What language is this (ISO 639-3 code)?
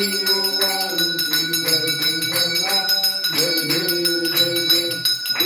mar